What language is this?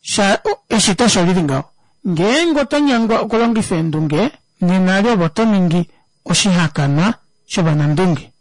Kuanyama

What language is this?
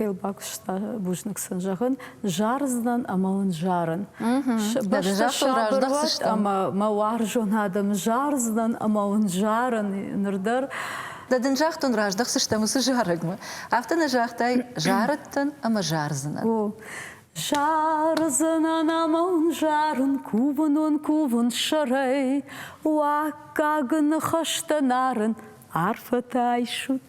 Ossetic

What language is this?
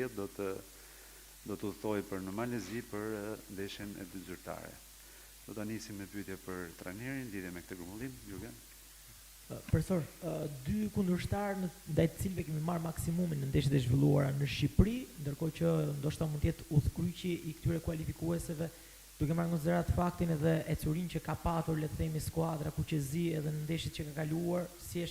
Albanian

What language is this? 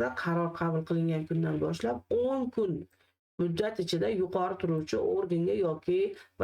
Uzbek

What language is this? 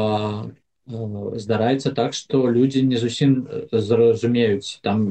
Belarusian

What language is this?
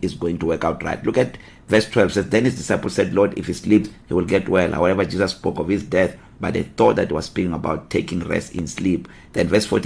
English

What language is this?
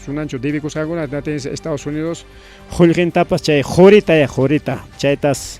Ayacucho Quechua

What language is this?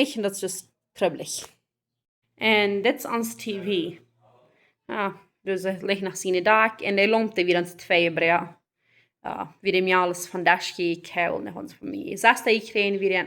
Plautdietsch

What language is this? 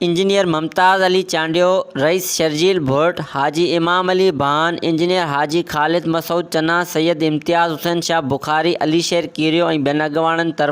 Sindhi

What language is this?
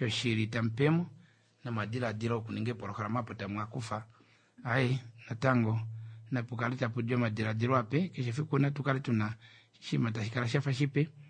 Kuanyama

